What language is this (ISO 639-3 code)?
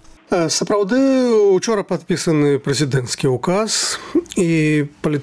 bel